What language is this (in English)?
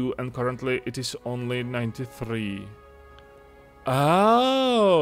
Czech